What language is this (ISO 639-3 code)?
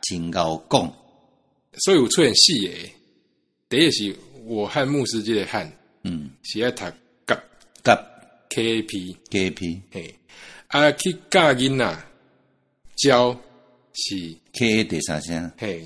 nan